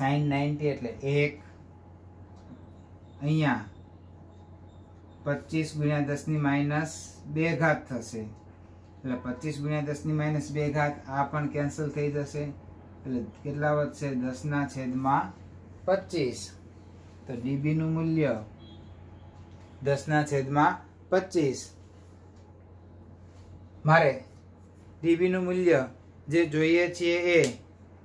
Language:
Gujarati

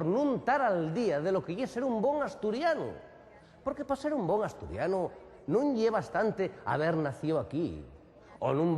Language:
Asturian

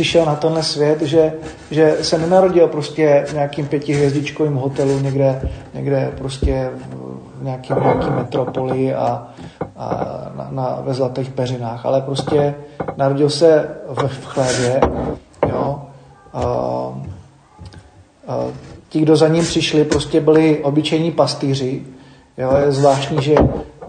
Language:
Czech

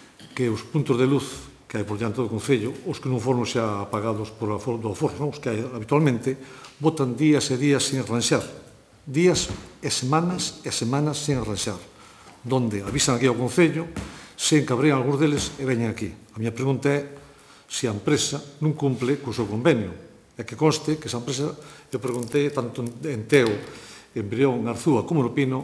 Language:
Galician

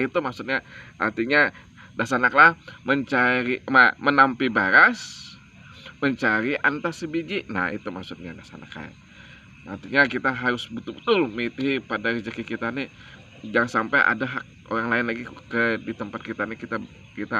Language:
Banjar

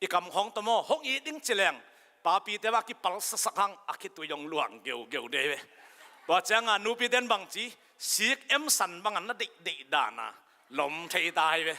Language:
Tedim Chin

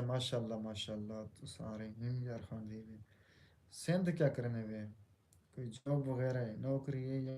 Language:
Saraiki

